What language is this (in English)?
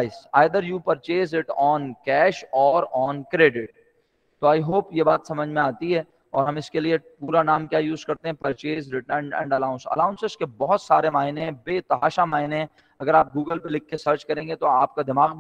Urdu